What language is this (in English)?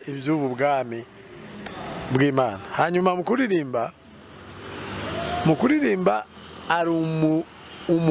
Kinyarwanda